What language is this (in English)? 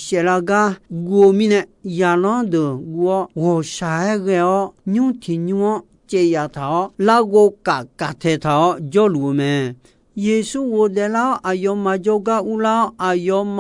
Akha